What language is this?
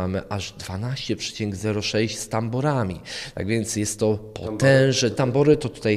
Polish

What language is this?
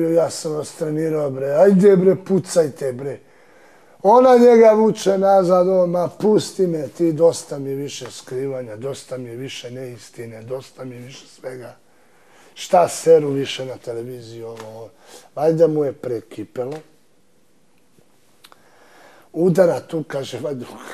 Serbian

